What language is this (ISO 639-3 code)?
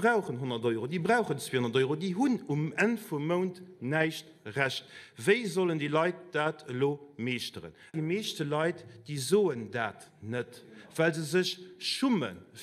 ltz